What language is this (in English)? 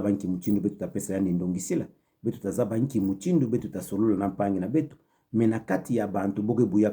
Kituba (Democratic Republic of Congo)